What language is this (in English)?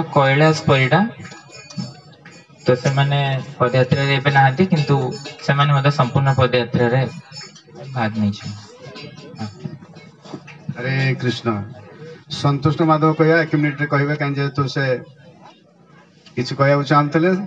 Odia